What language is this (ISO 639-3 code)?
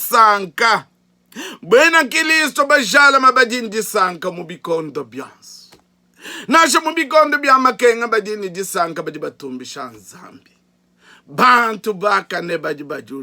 lua